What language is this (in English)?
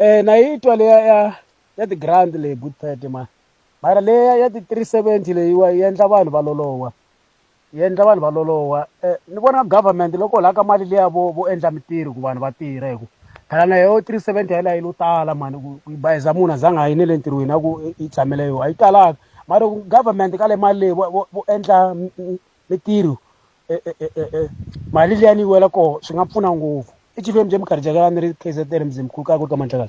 Tsonga